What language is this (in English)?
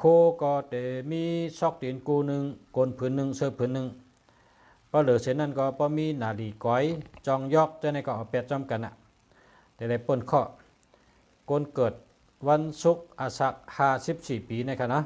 Shan